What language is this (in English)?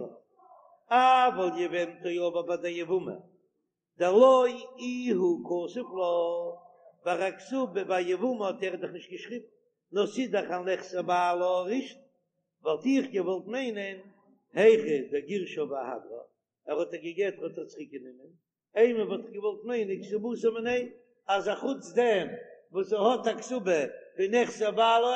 Yiddish